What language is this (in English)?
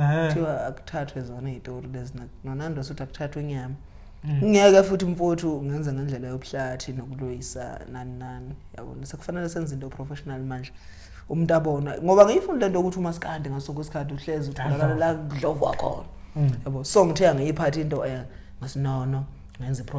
Zulu